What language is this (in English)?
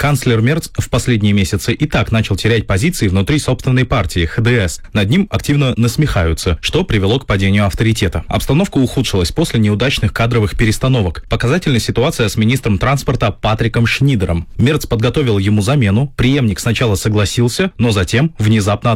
Russian